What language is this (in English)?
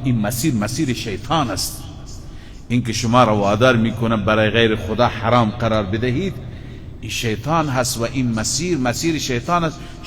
Persian